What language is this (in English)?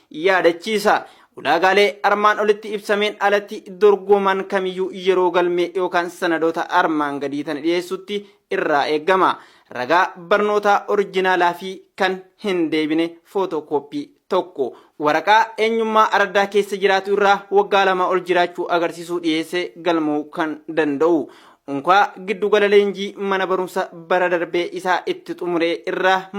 Oromo